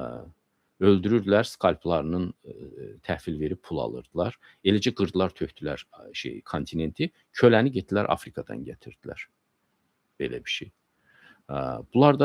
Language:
Azerbaijani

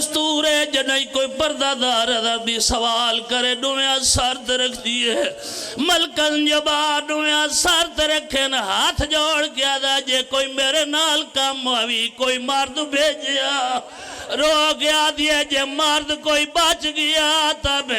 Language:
Pahari-Potwari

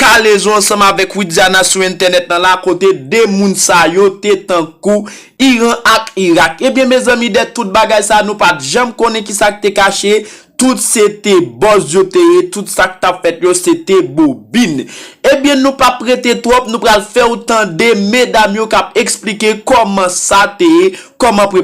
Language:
Haitian Creole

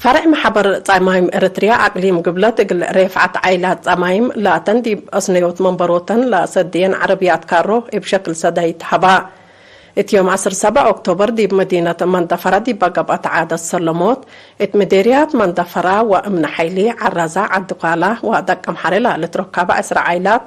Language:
Tigre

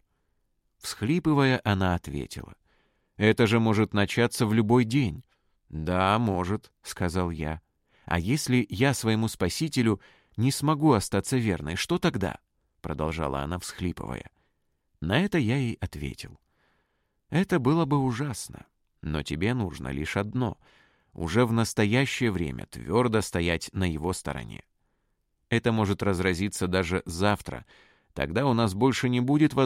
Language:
Russian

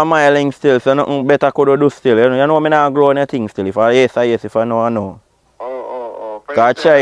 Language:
Jamaican Creole English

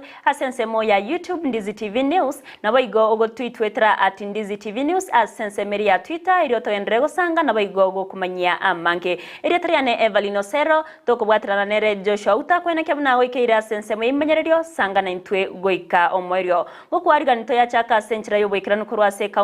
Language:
Gusii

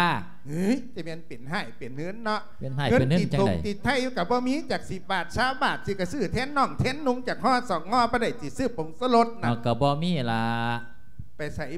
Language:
Lao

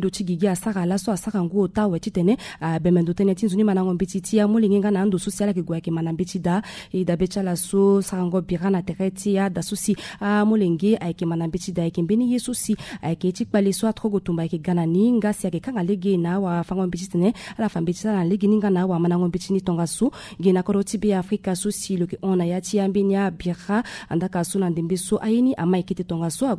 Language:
Sango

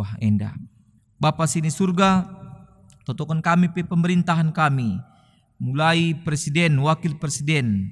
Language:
Batak Karo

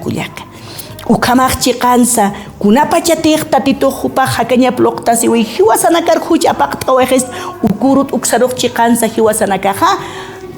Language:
Aymara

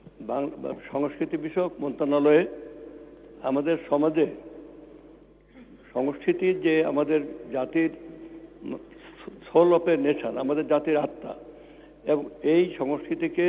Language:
Bangla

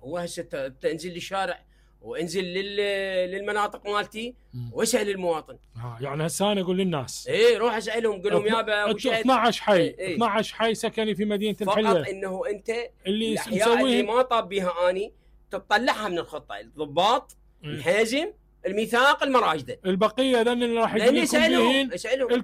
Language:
Mesopotamian Arabic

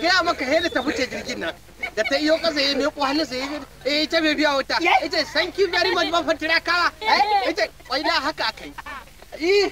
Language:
Hausa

